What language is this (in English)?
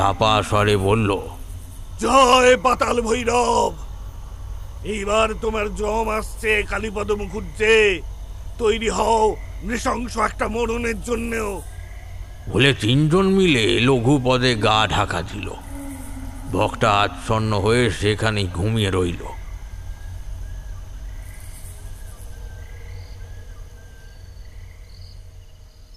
Bangla